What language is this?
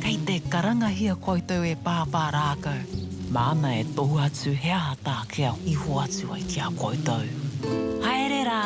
Māori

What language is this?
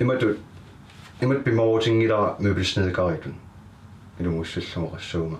Kalaallisut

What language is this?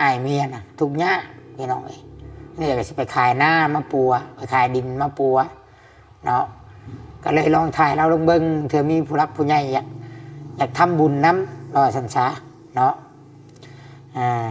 Lao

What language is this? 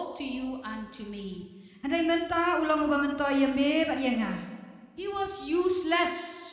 Khasi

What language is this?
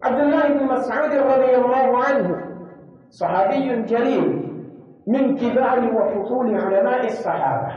Pular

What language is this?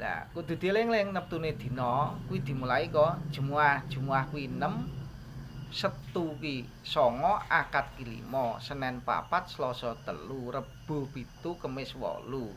Javanese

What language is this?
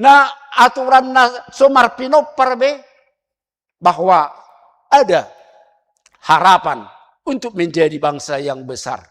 Batak Toba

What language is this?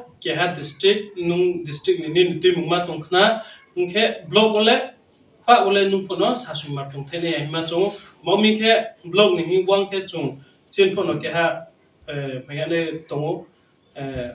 Riang (India)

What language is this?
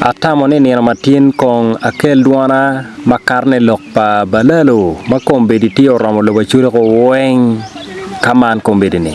Acoli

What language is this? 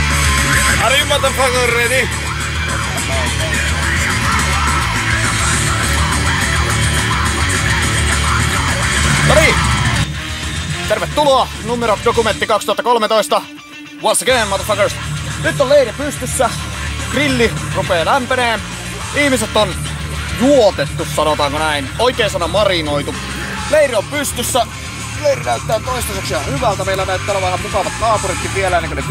Finnish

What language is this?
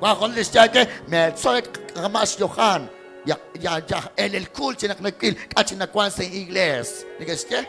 Kekchí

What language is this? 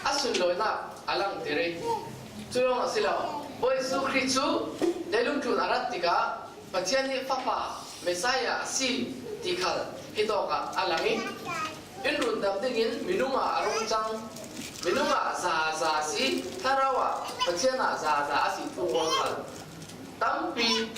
Falam Chin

